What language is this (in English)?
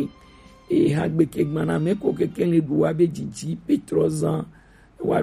Gen